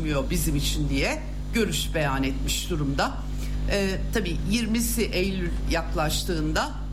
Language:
Turkish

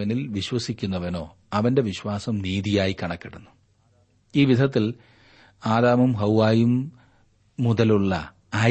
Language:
Malayalam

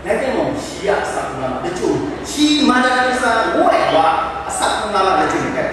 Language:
Kachin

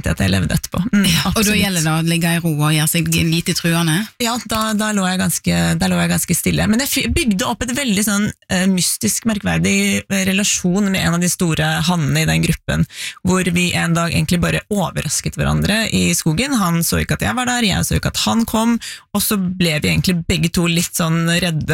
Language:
Norwegian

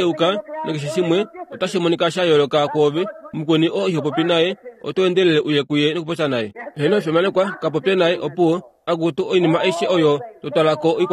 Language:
Kuanyama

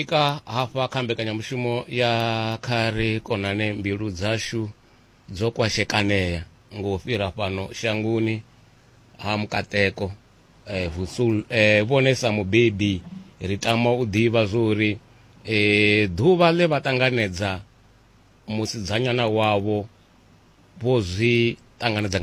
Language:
Venda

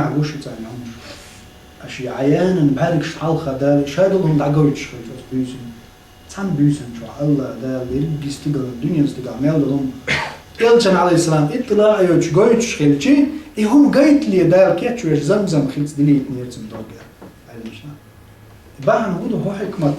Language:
Chechen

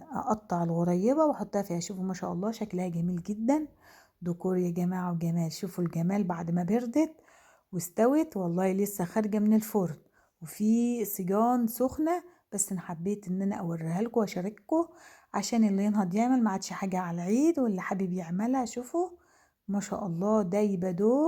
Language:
Egyptian Arabic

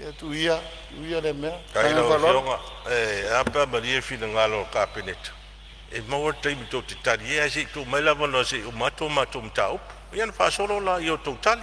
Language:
Samoan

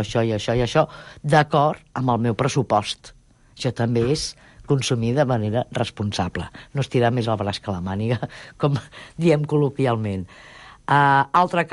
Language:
Catalan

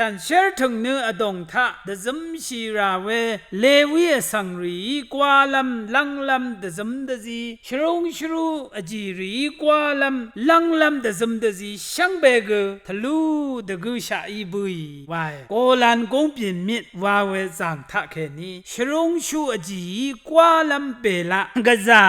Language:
Rawang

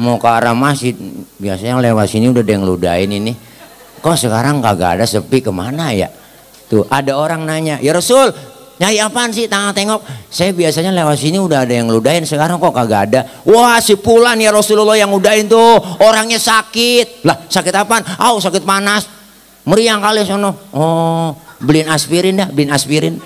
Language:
Betawi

